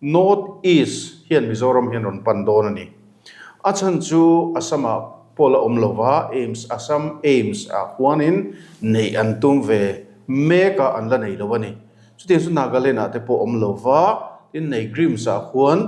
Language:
Mizo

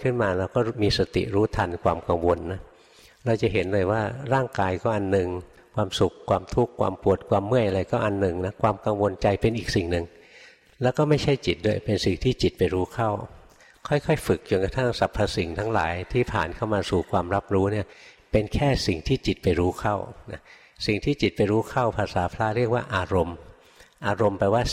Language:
Thai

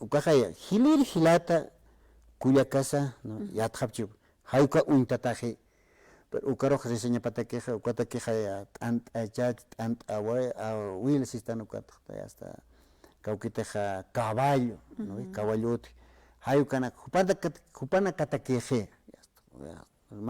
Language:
Aymara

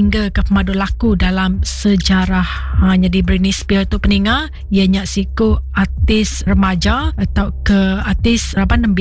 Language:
Iban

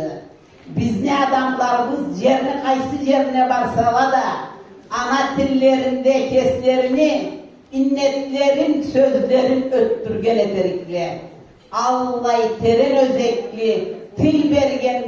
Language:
Karachay-Balkar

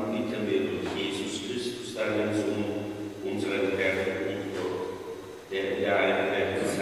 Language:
German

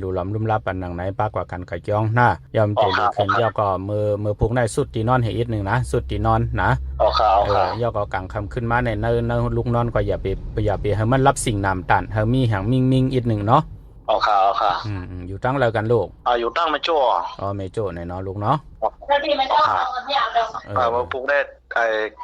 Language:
Shan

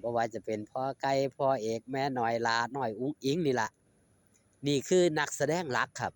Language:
Northeastern Thai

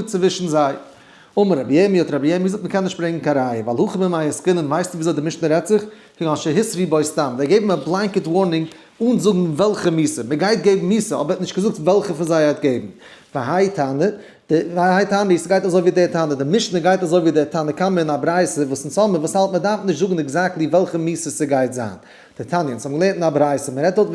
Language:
Yiddish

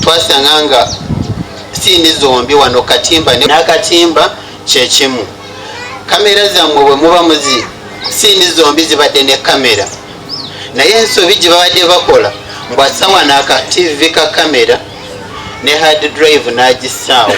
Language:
Ganda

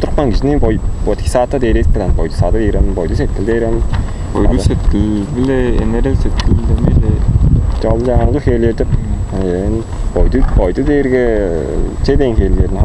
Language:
Tuvinian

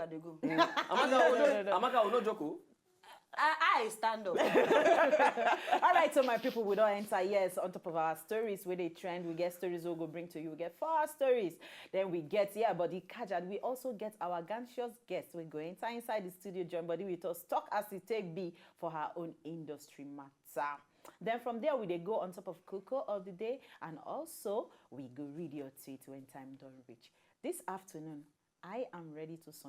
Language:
Nigerian Pidgin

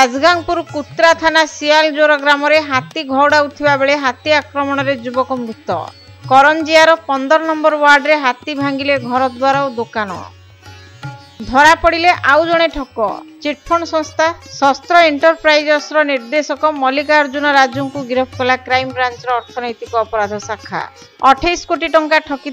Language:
Odia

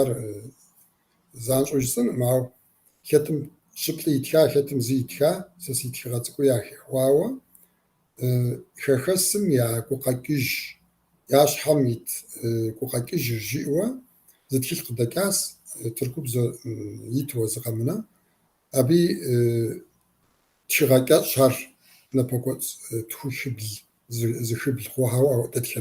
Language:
Kabardian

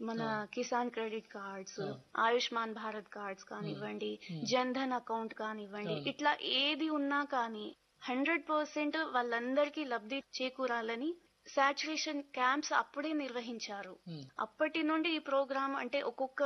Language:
Telugu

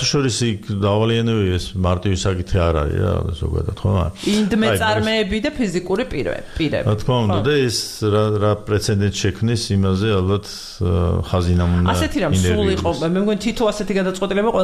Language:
Georgian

